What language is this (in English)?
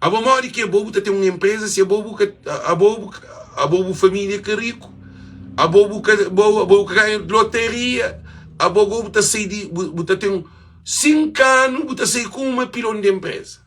Kabuverdianu